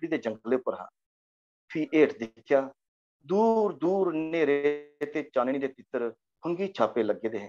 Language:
Dogri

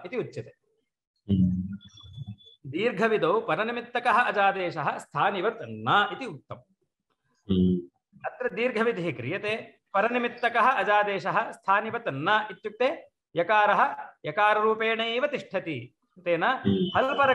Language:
Sanskrit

